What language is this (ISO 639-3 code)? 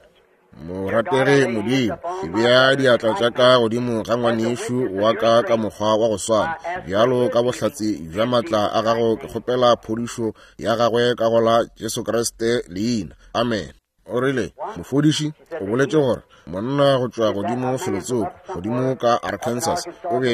nso